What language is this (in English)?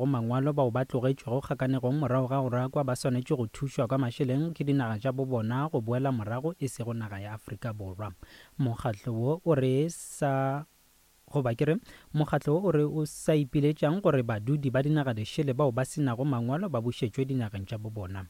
Northern Sotho